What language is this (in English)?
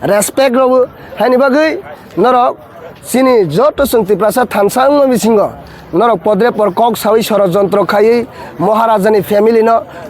Kok Borok